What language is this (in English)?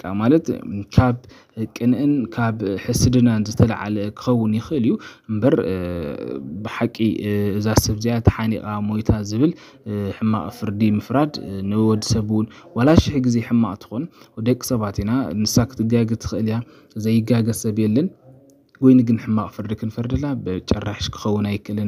Tigrinya